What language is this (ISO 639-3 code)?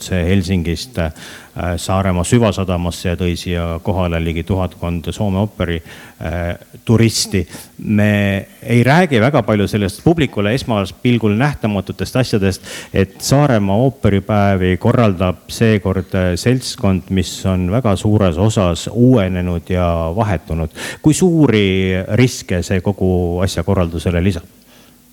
est